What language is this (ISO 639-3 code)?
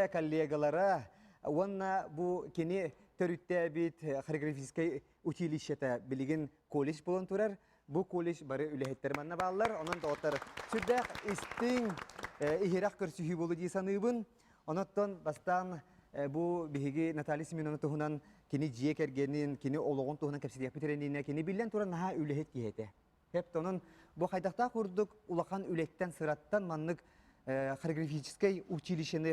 sah